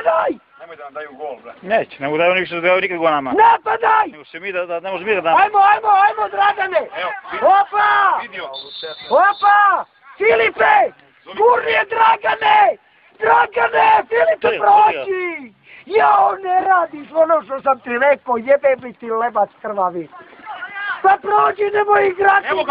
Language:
Slovenian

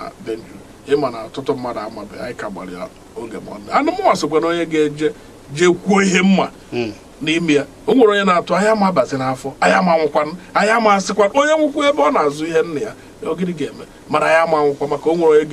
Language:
Igbo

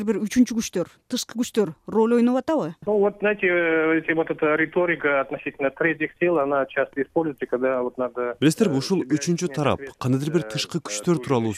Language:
Kyrgyz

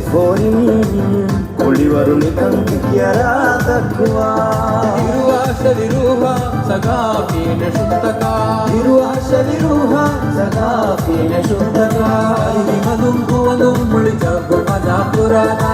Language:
Divehi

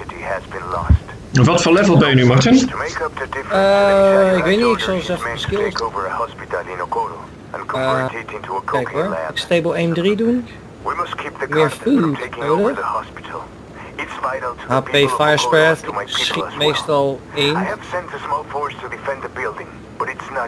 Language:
Dutch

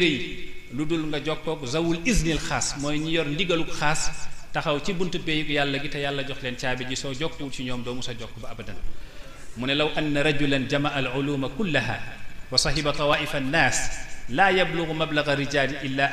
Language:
Wolof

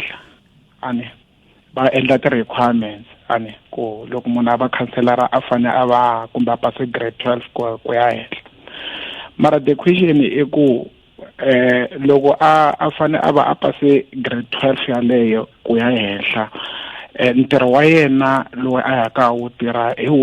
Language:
Tsonga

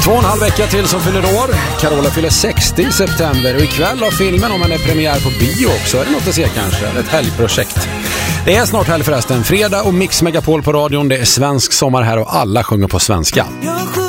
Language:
Swedish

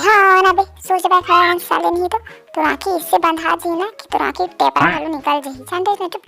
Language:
Chhattisgarhi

